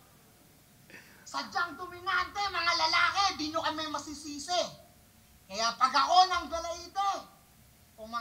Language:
Filipino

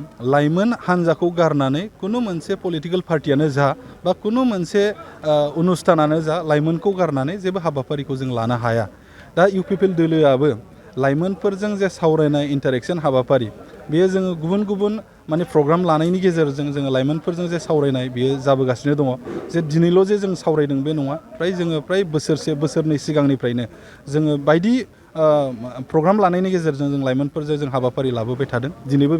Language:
Bodo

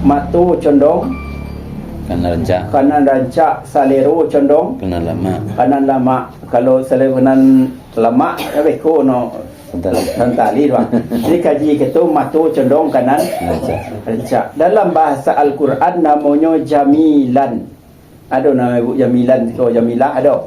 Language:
Minangkabau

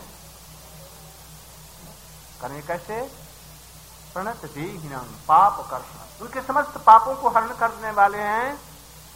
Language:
Hindi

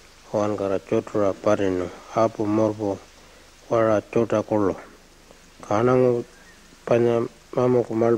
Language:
Pitjantjatjara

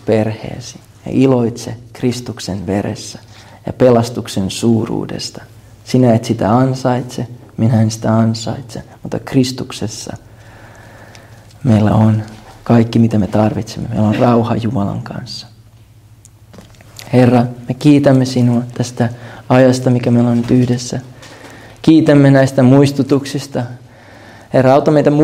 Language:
Finnish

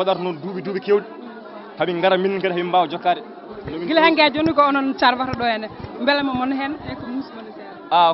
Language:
Fula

